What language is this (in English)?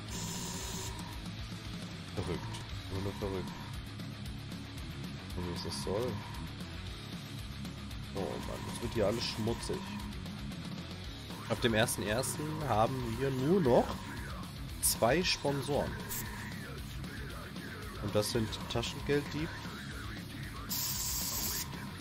German